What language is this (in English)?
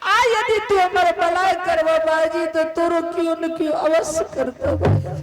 Angika